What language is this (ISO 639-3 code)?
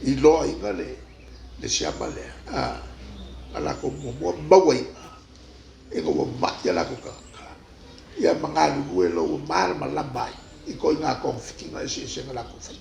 smo